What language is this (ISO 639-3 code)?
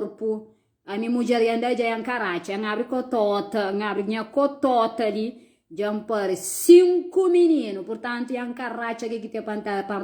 kea